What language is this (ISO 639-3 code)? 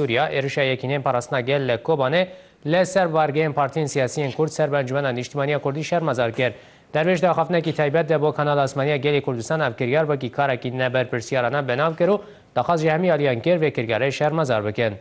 kur